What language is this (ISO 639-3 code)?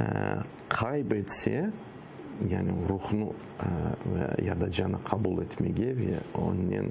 crh